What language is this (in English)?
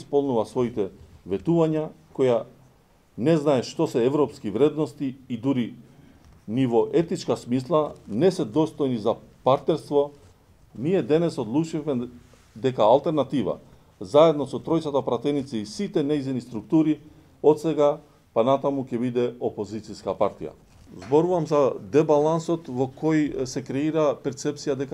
Macedonian